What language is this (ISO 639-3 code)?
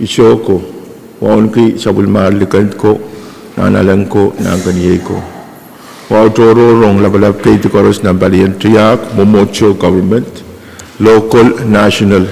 pon